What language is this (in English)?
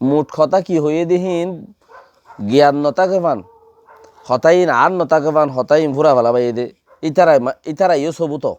Rohingya